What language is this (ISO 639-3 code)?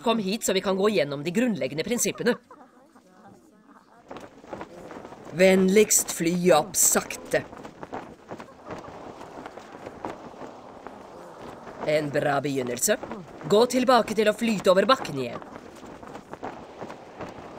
nor